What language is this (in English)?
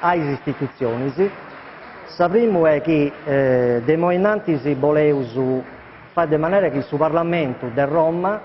Sardinian